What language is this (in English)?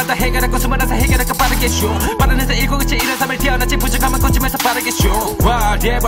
Korean